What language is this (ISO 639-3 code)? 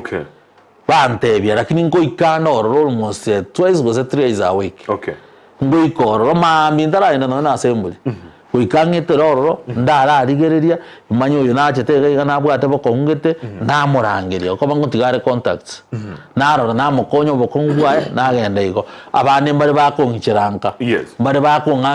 guz